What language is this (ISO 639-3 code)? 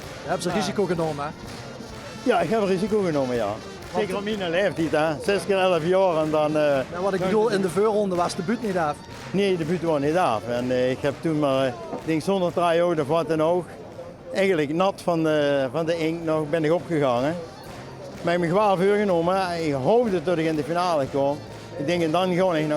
lim